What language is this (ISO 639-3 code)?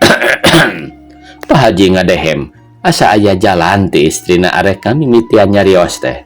sun